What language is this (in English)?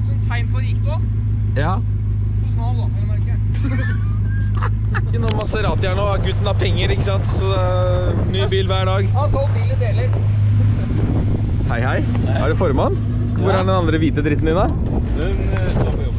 Norwegian